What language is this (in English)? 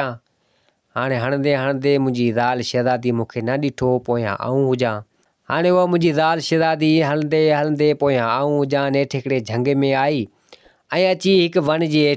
Sindhi